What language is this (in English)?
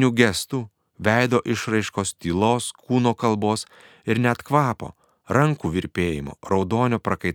Lithuanian